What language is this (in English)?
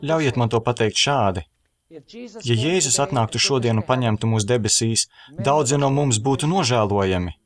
Latvian